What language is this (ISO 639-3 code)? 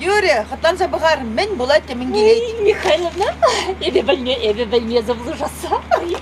chv